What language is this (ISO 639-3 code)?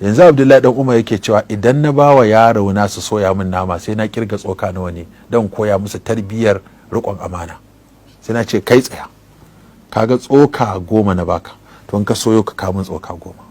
hau